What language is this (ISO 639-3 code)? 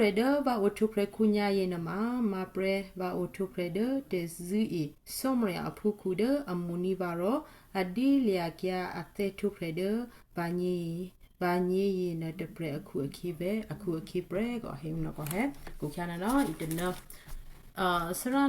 kyu